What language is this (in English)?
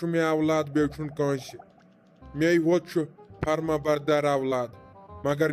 Kashmiri